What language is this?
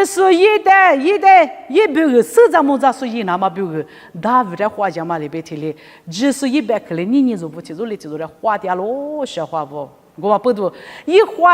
Lisu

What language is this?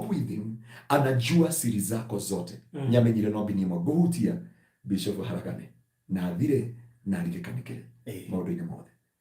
Kikuyu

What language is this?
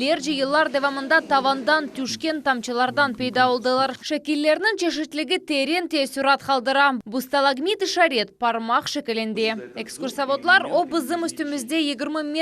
Crimean Tatar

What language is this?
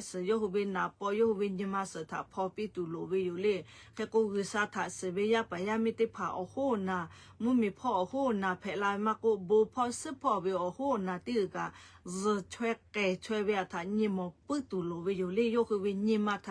Lahu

